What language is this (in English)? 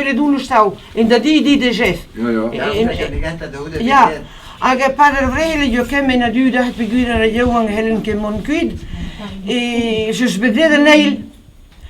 Breton